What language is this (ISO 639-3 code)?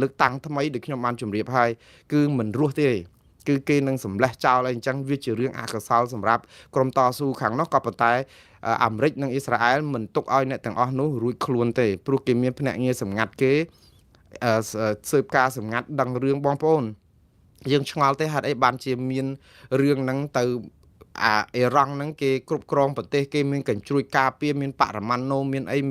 khm